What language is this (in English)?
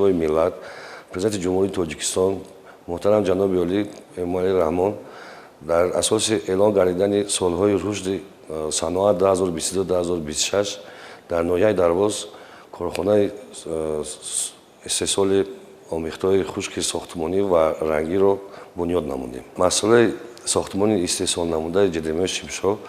Tajik